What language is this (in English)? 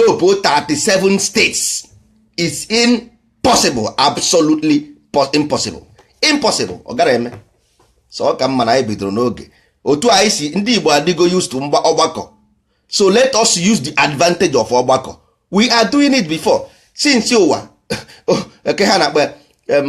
Igbo